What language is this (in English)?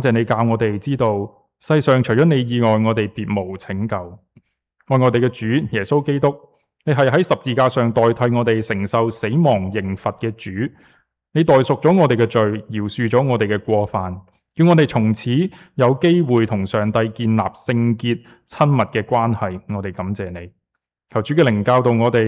Cantonese